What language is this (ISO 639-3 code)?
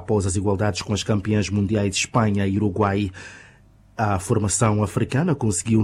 por